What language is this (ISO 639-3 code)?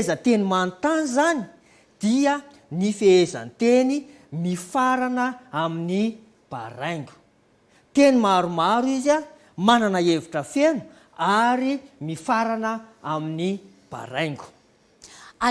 mlg